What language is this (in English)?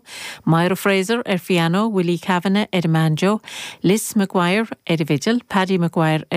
Irish